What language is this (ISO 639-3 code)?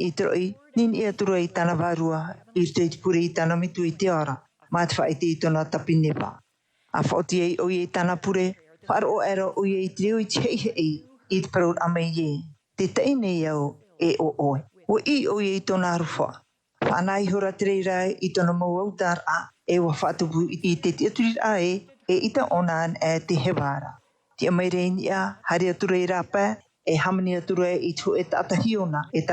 tah